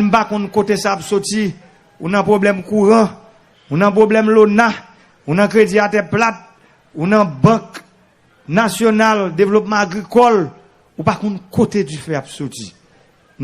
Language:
Haitian Creole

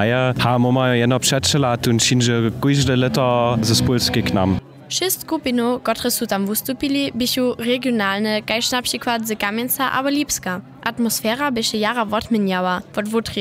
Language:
Upper Sorbian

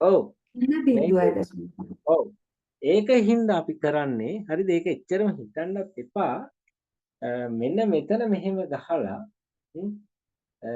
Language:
Sinhala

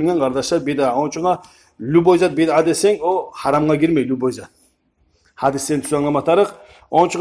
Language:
Kumyk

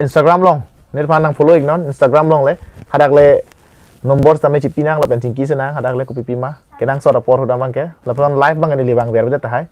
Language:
Karbi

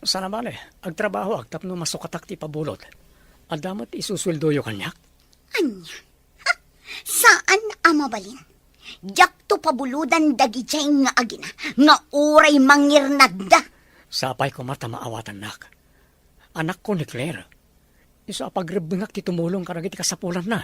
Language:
Iloko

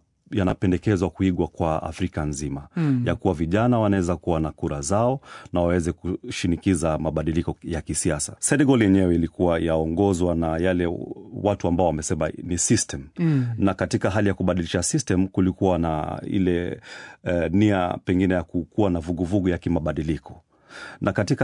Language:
Swahili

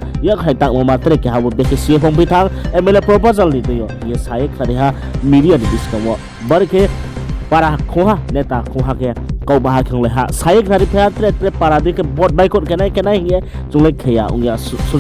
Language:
Riang (India)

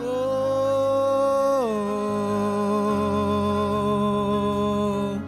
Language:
Marshallese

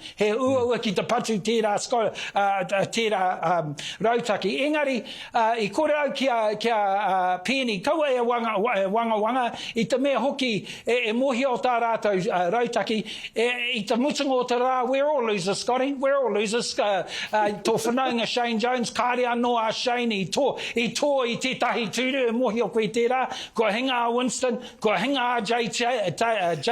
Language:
Māori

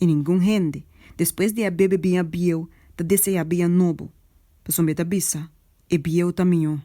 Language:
Papiamento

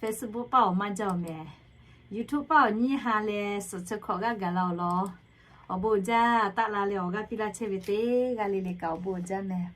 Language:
Lahu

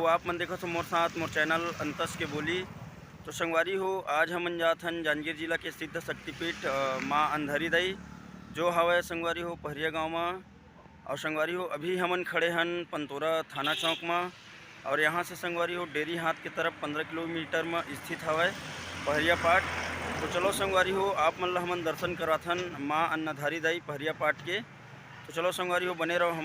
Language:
Chhattisgarhi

